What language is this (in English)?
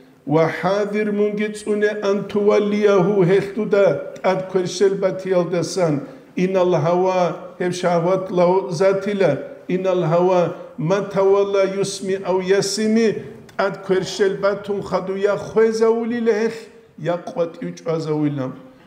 Avaric